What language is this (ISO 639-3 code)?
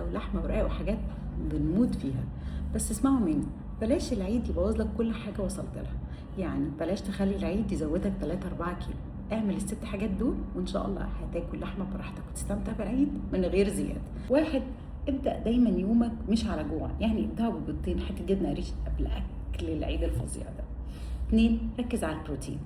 arz